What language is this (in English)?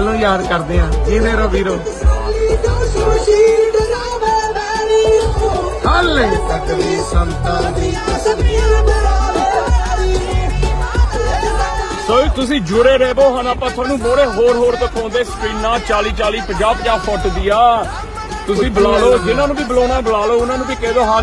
Punjabi